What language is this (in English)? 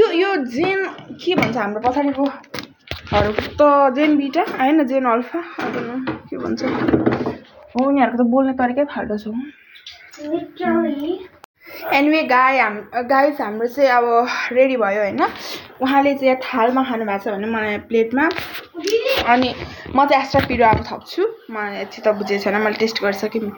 Nepali